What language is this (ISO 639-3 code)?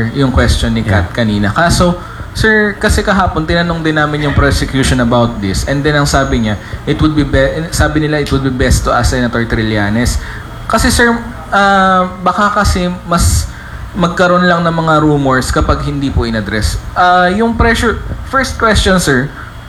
fil